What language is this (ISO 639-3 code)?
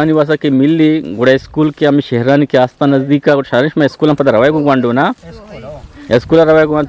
bgp